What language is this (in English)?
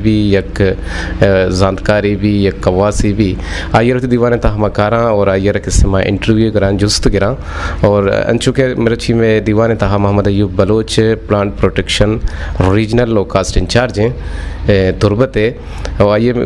Eastern Balochi